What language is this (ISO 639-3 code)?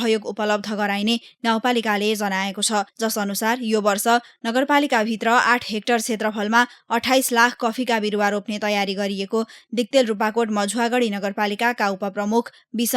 nep